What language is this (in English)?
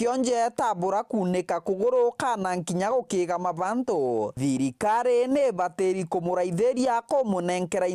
Meru